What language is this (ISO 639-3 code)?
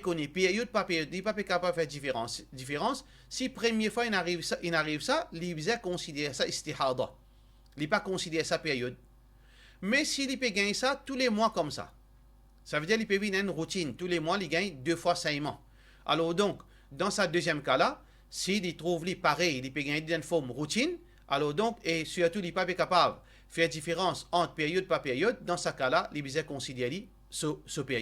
mfe